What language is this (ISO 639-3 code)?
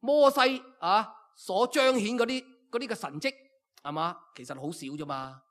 yue